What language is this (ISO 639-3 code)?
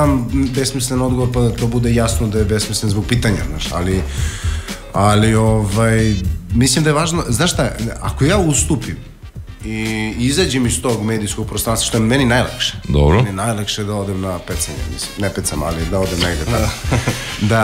srp